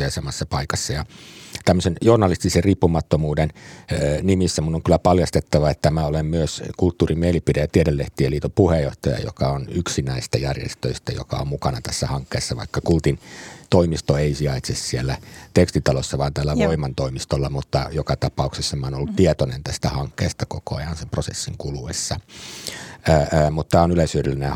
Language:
Finnish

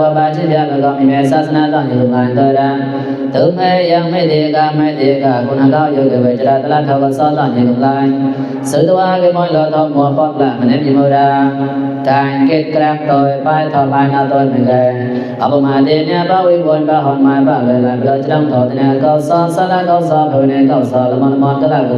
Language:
Mon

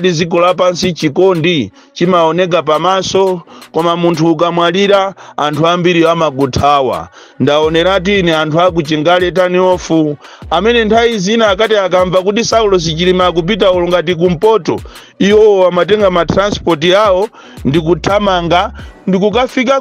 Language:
Nyanja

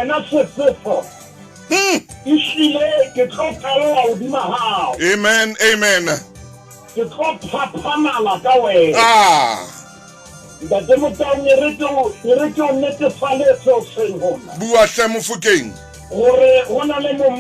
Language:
Southern Sotho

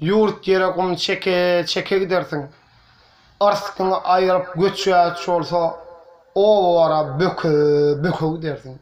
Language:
Turkmen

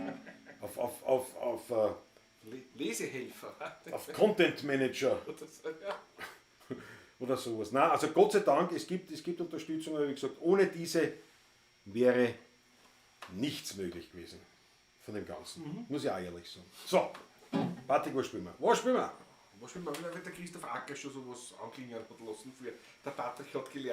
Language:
Bavarian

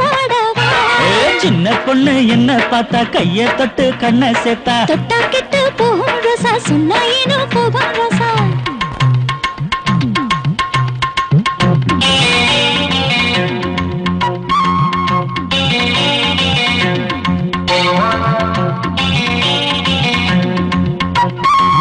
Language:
Tamil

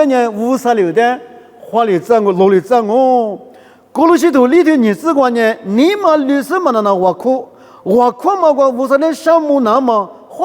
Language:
Lisu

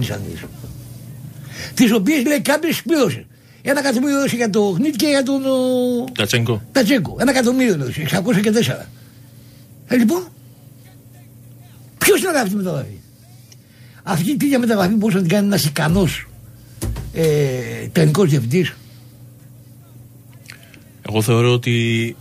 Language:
Greek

